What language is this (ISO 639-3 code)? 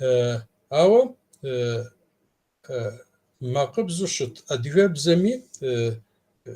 kbd